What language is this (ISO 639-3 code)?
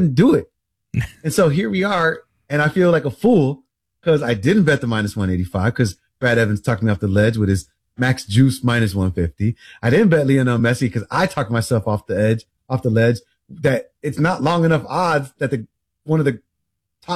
eng